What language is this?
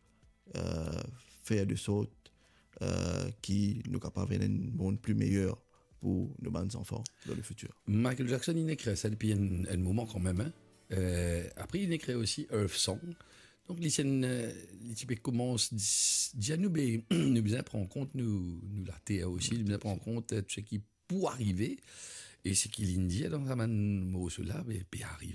Morisyen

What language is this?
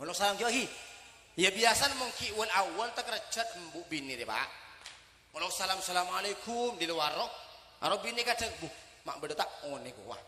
Madurese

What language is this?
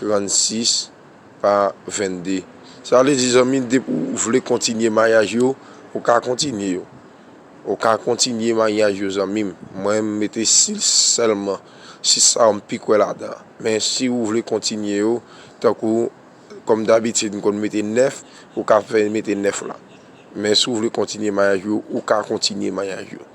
Haitian Creole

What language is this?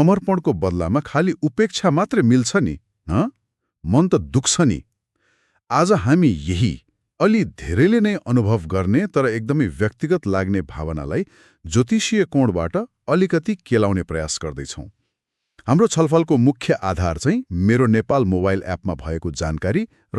Nepali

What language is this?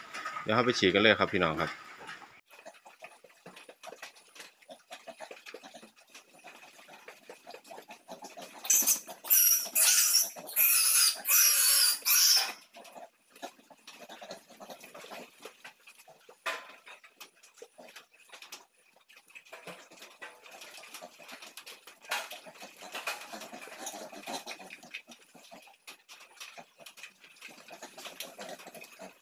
Thai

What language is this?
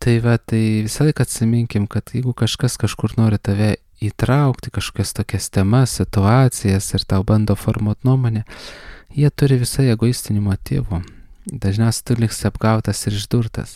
Lithuanian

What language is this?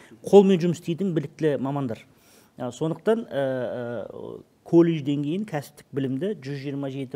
Kazakh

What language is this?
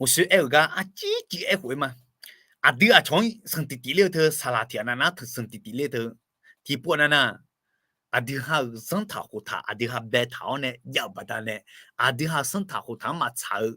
Akha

